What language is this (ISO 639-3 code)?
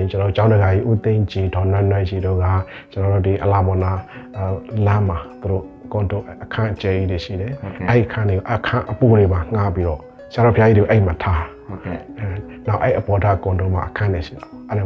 mya